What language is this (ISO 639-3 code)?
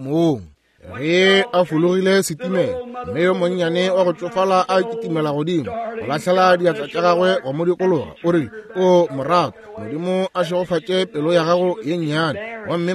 nso